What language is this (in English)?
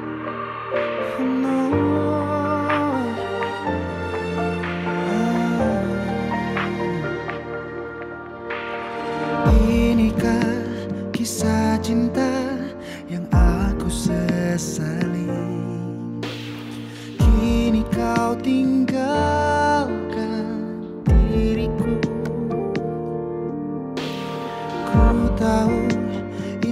Indonesian